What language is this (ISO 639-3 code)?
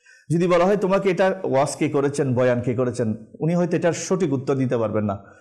ben